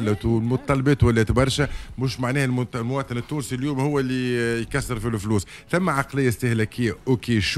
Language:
Tunisian Arabic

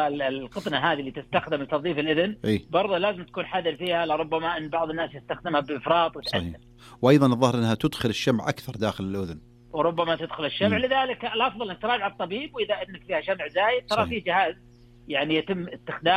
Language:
Najdi Arabic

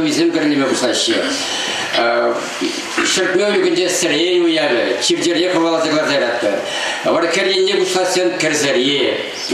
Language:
Chuvash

